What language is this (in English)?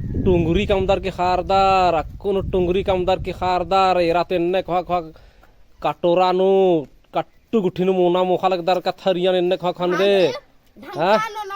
Kurukh